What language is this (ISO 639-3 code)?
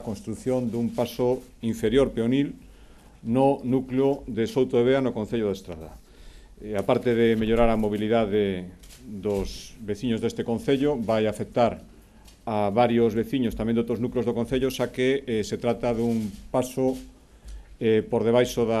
glg